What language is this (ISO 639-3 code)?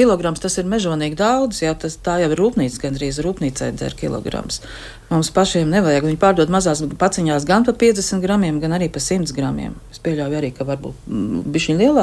lav